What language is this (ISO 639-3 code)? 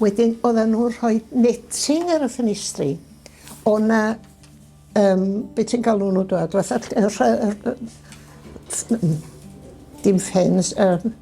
cym